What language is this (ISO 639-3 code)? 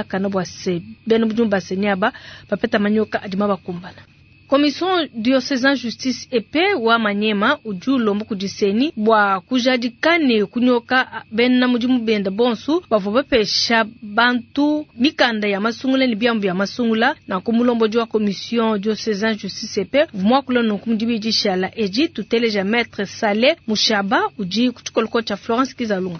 lua